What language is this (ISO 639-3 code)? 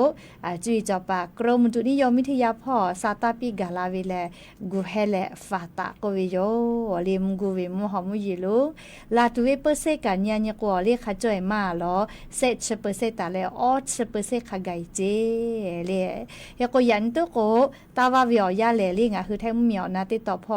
lhu